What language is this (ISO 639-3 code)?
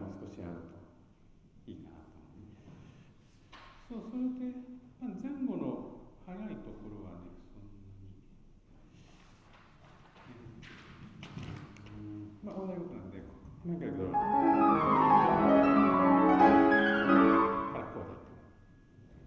jpn